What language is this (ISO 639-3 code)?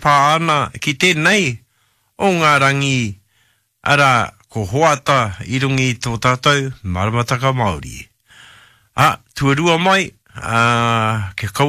mri